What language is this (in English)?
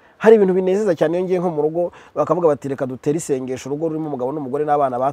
Kinyarwanda